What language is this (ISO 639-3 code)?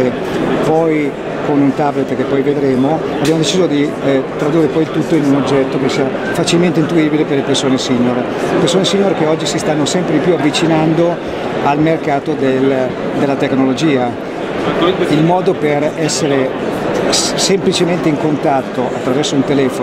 ita